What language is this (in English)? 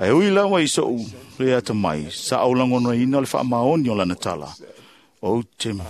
Samoan